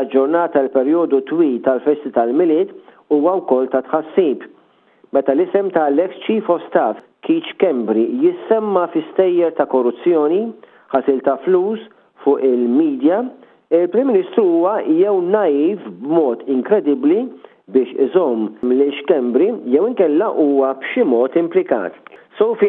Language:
Maltese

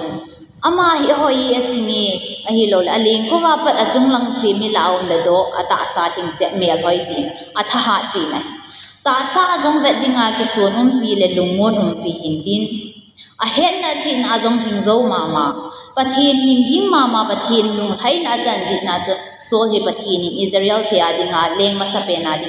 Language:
Thado Chin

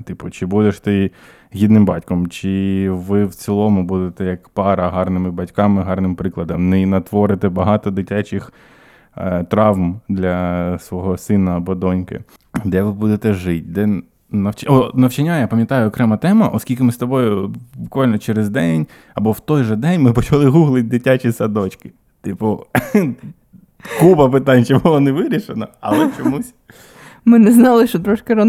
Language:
Ukrainian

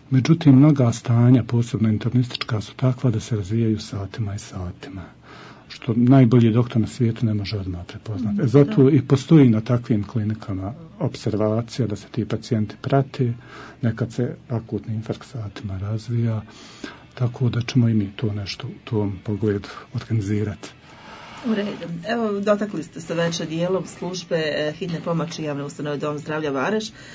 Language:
Bosnian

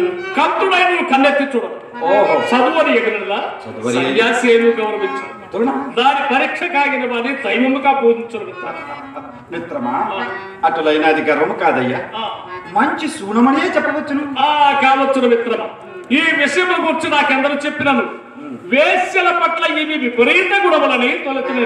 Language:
Telugu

